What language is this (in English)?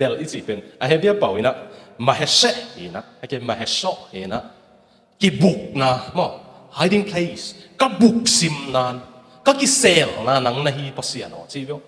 Tedim Chin